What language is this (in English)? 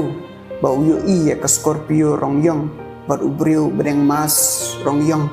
Khasi